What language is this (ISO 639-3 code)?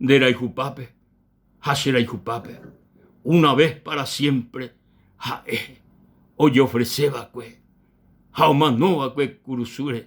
grn